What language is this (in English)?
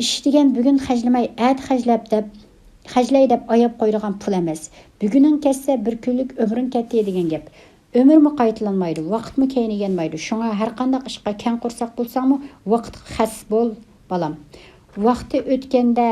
Uyghur